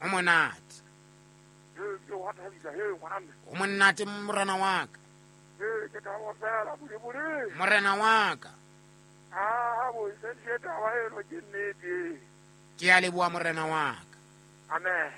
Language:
Southern Sotho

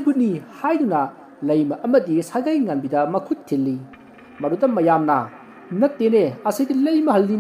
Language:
Manipuri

